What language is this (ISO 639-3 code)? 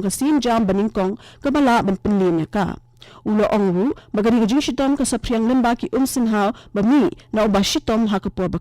kha